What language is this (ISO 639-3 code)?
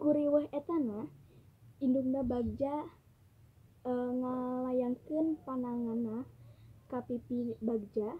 sun